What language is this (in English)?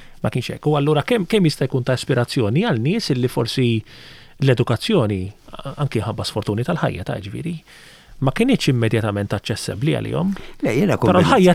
Maltese